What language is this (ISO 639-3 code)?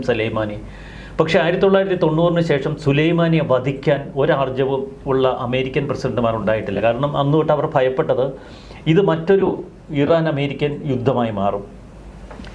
mal